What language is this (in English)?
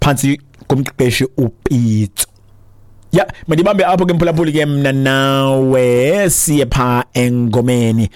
Xhosa